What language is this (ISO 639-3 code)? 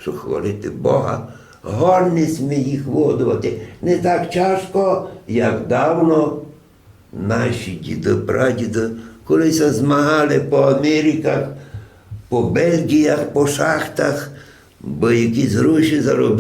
rue